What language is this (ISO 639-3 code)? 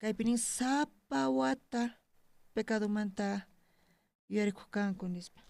quh